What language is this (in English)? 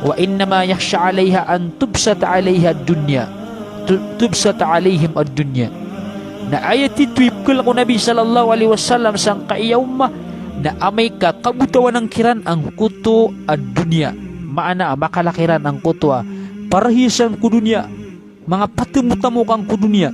Maranao